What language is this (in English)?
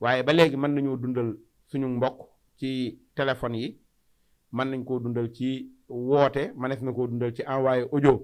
Wolof